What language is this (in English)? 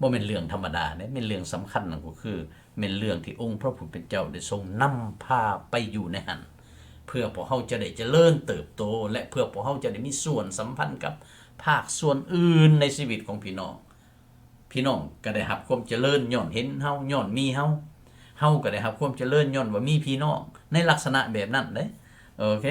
Lao